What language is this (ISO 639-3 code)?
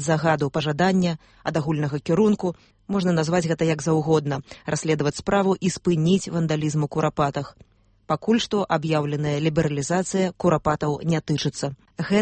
bel